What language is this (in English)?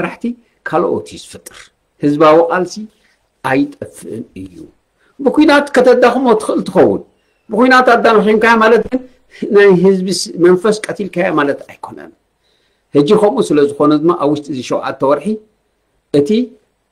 Tigrinya